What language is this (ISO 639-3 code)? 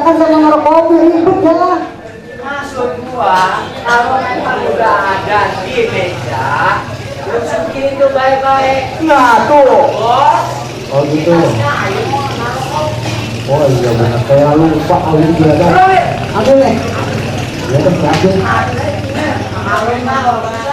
bew